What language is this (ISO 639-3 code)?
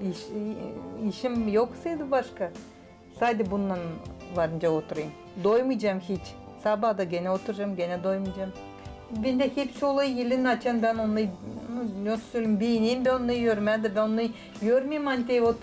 gag